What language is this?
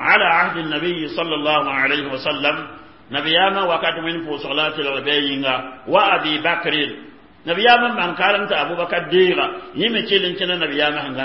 Mossi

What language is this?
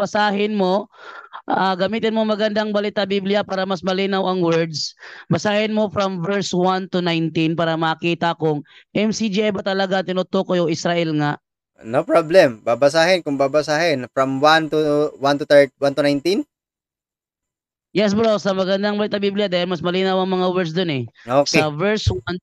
Filipino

